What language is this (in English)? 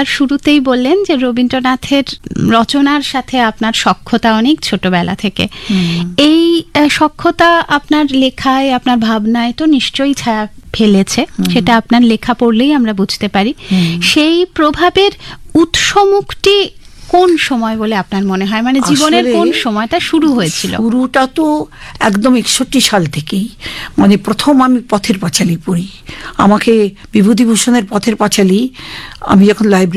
Bangla